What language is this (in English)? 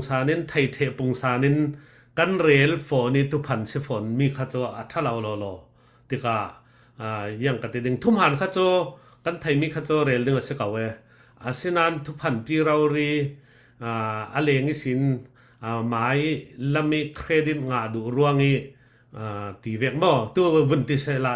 Falam Chin